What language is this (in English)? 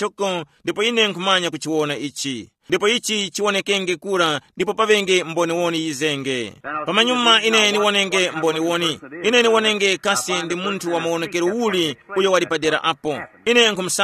Tumbuka